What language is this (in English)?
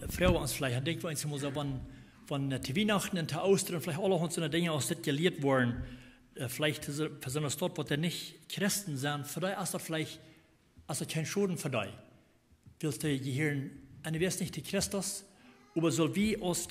Plautdietsch